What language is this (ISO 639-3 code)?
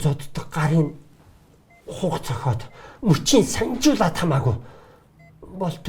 mon